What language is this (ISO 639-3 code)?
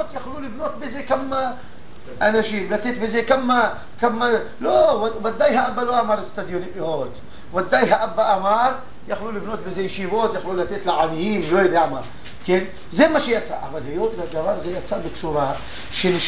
heb